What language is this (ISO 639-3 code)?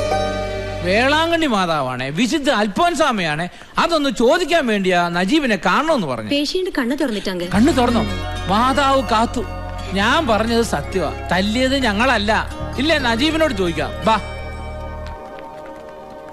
mal